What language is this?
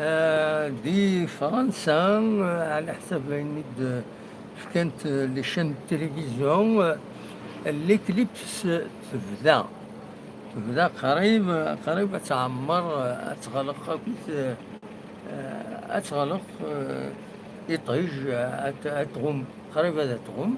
Kabyle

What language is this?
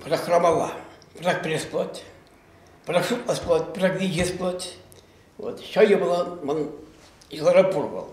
Chuvash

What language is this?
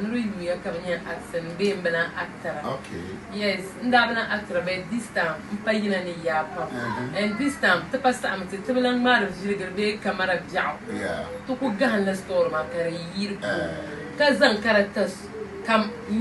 Dagbani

